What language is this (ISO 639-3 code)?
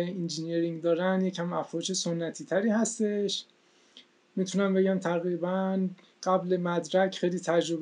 fas